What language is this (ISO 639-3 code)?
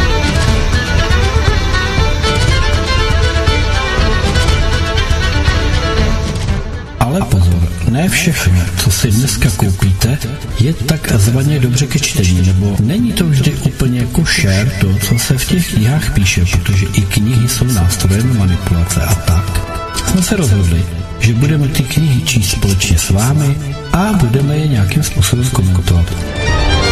ces